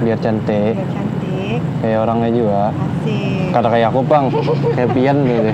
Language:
Banjar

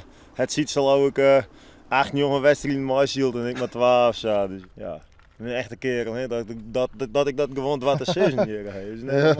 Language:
Western Frisian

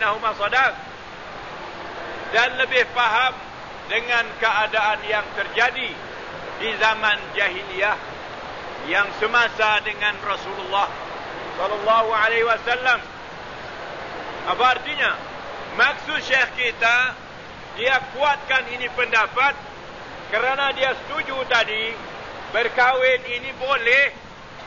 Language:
Malay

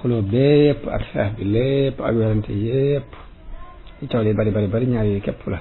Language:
Wolof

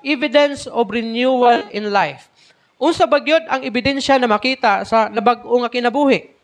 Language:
Cebuano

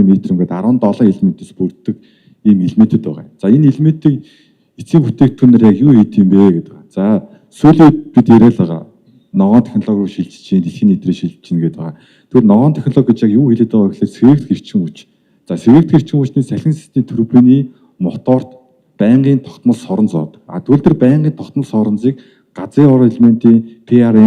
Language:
Mongolian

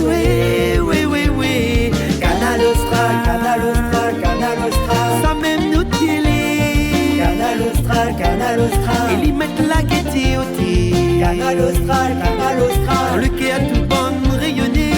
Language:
Réunion Creole French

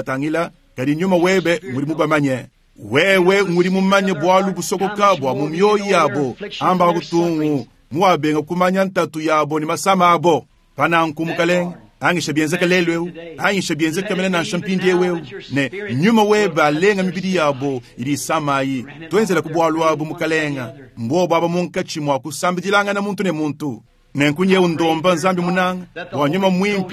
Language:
Luba-Lulua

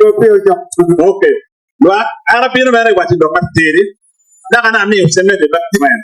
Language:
Acoli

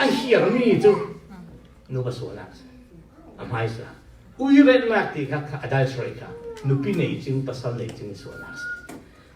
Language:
Falam Chin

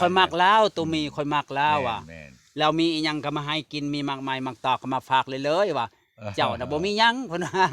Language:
Lao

